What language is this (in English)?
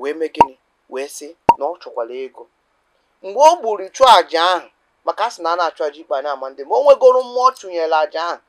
Igbo